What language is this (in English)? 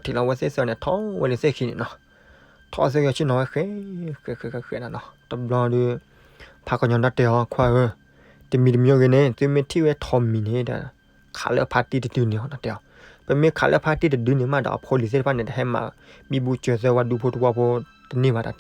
S'gaw Karen